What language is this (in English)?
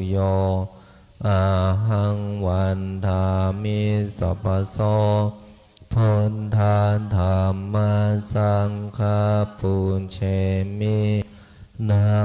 Pali